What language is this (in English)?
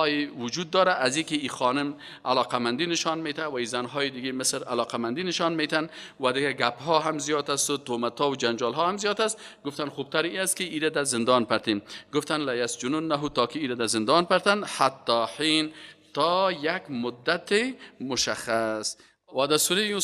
Persian